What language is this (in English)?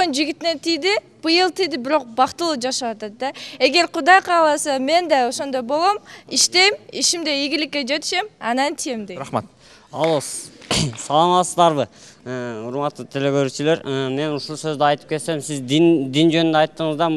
Kyrgyz